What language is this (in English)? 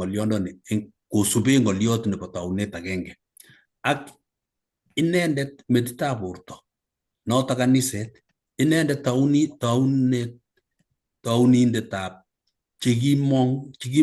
Kalenjin